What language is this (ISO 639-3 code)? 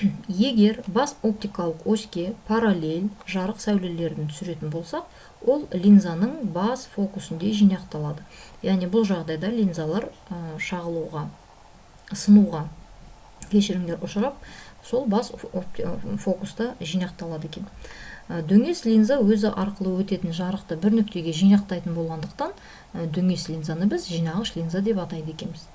kaz